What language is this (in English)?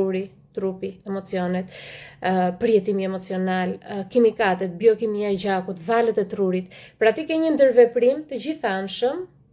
Albanian